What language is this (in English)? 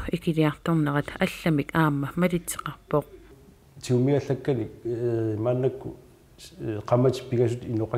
Kalaallisut